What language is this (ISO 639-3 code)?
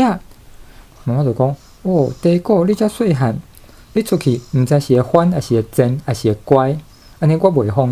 nan